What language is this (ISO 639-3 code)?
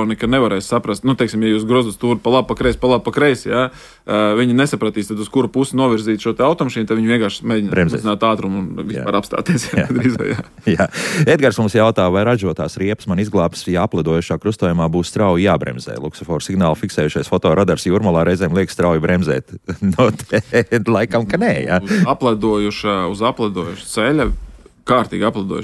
lav